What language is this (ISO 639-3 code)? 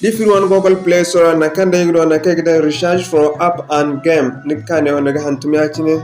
dje